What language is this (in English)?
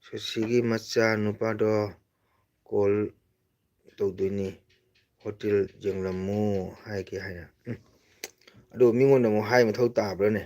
Manipuri